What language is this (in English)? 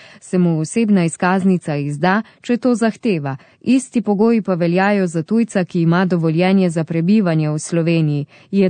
Slovenian